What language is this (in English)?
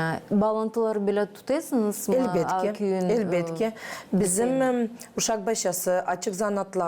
Gagauz